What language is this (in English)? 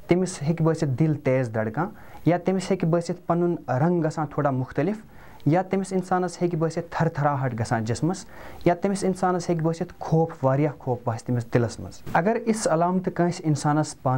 Kashmiri